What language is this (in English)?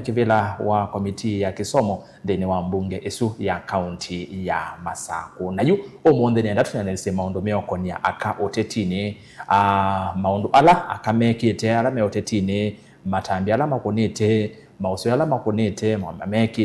Kamba